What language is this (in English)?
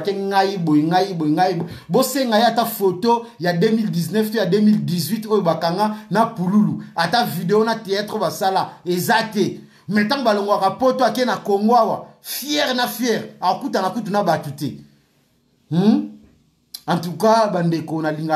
Lingala